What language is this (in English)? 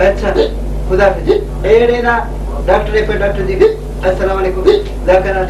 Brahui